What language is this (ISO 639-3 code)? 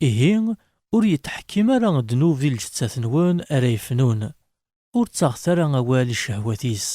kab